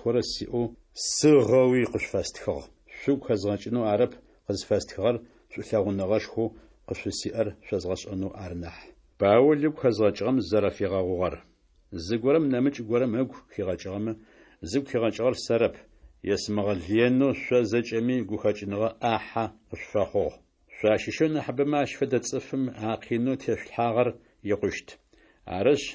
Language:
Adyghe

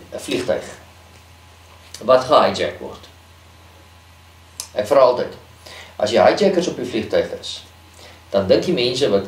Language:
Afrikaans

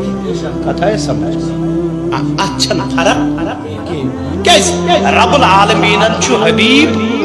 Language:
Kashmiri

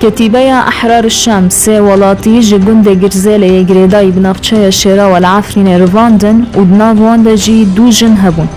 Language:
Kurdish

